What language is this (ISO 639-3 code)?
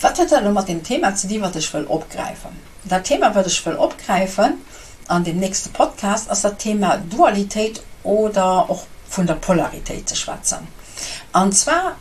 ltz